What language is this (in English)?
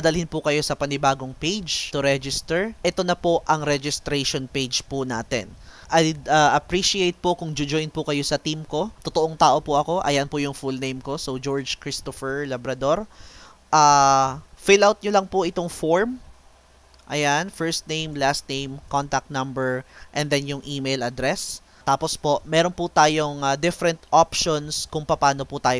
Filipino